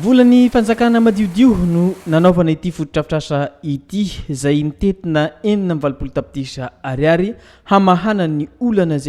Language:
Malagasy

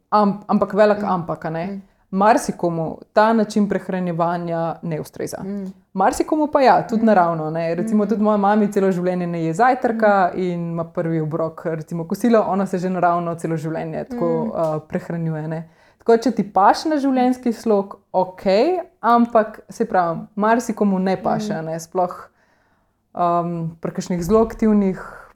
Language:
Slovenian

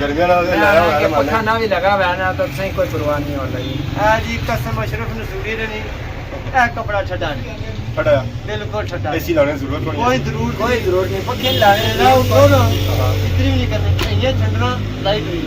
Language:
Pahari-Potwari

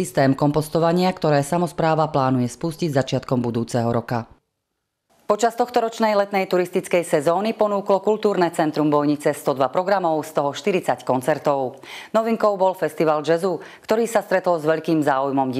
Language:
Slovak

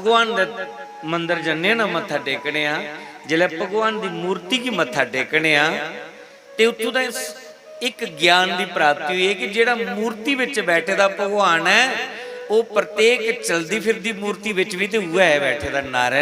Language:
Dogri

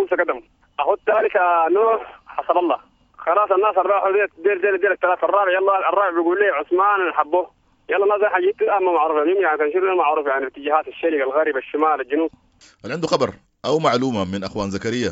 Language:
Sudanese Arabic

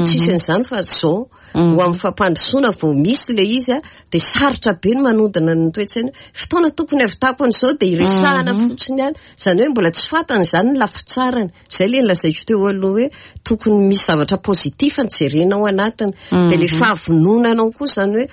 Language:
Malagasy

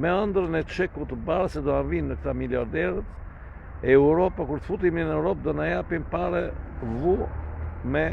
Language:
Albanian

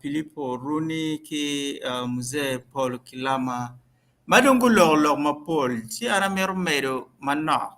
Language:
Acoli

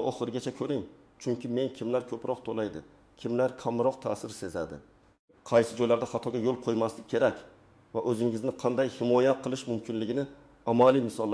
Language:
Uzbek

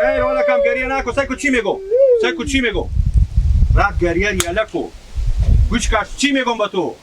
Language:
Persian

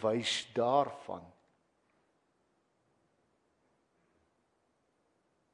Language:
Afrikaans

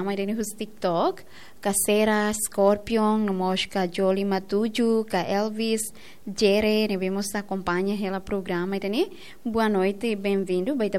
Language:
Tetum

